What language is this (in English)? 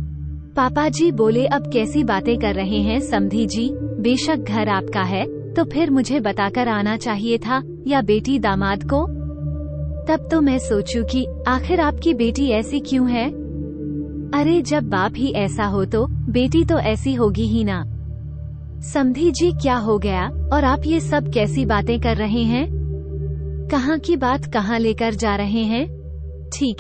Hindi